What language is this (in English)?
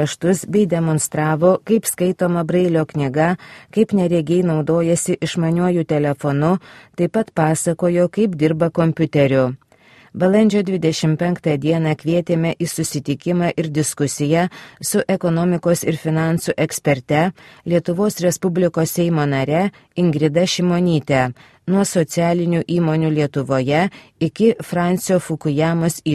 Lithuanian